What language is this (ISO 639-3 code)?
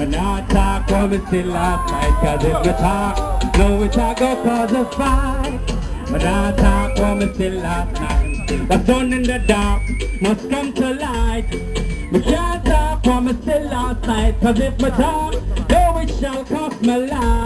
jam